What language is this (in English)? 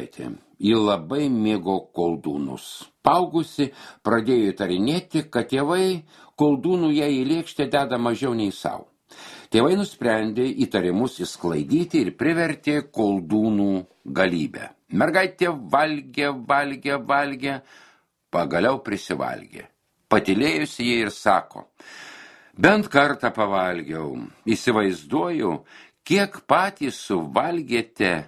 Lithuanian